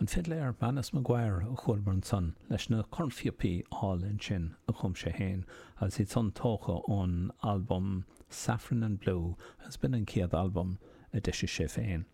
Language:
Irish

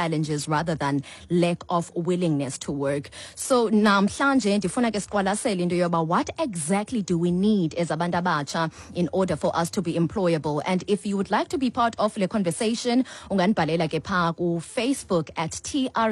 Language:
Xhosa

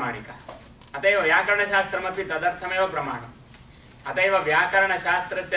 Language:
Sanskrit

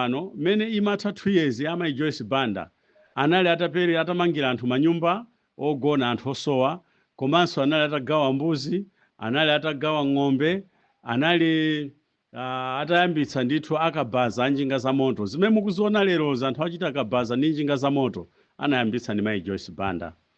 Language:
Nyanja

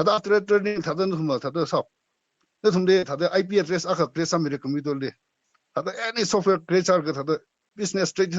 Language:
Tangkhul Naga (India)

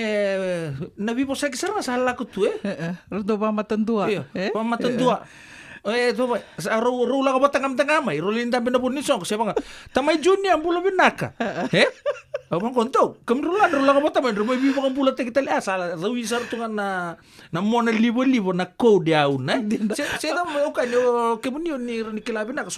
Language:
Fijian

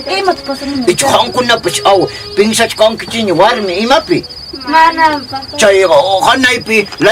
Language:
Quechua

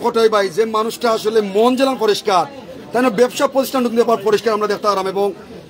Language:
Sylheti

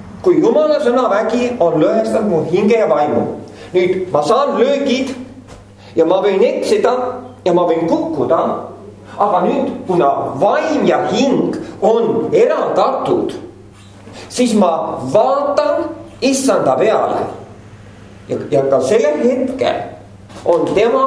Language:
Estonian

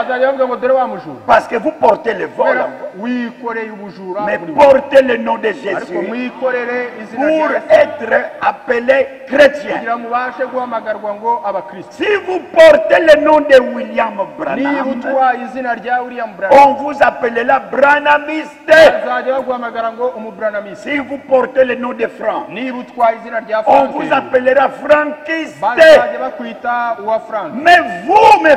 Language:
Kinyarwanda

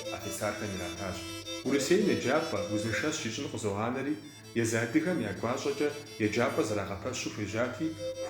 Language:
Kabardian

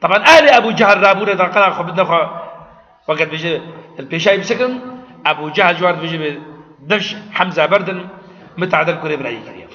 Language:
Kurdish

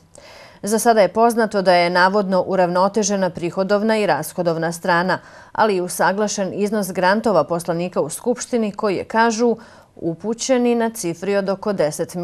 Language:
Bosnian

